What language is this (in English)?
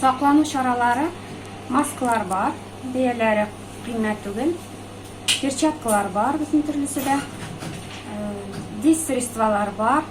Tatar